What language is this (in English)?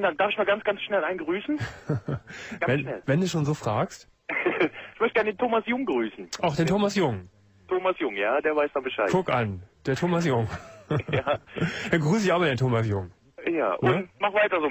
German